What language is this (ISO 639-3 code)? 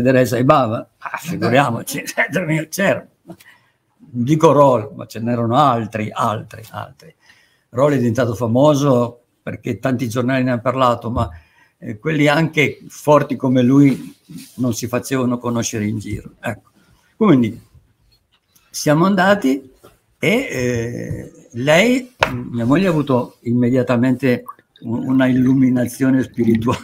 ita